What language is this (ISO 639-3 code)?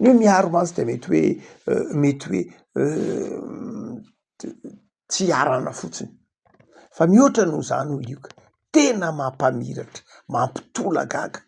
mlg